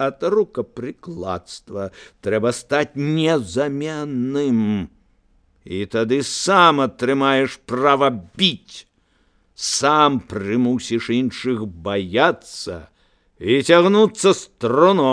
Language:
Belarusian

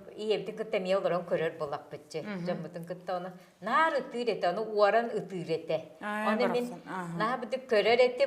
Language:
Yakut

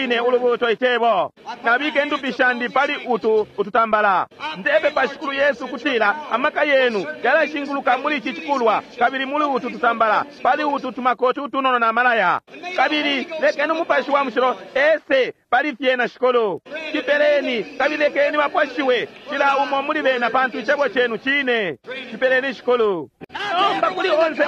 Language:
Bemba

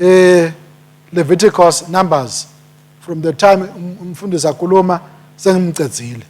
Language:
Swati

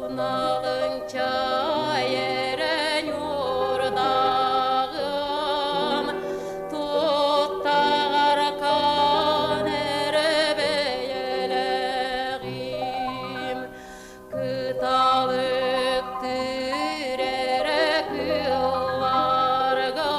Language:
Yakut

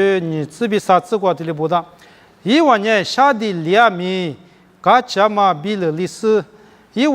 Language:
Lisu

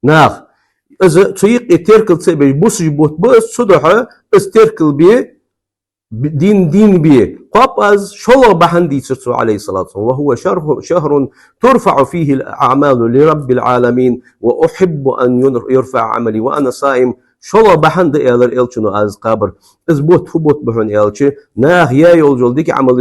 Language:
Ingush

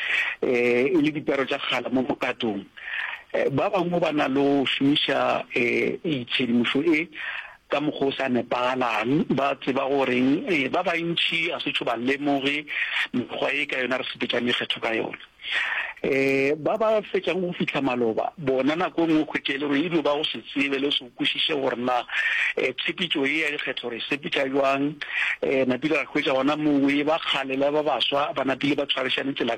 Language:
Northern Sotho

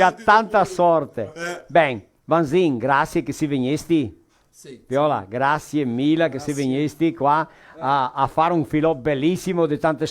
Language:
Venetian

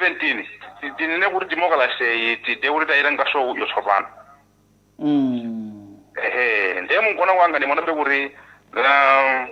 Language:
Nyanja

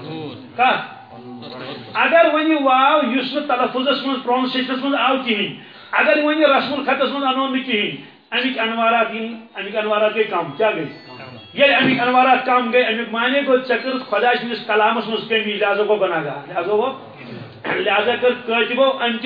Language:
Kashmiri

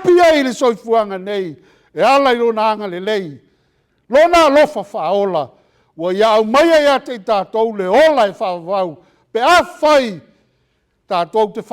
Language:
Samoan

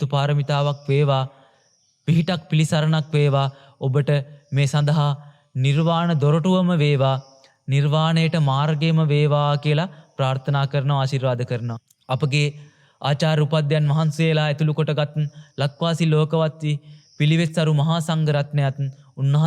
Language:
Sinhala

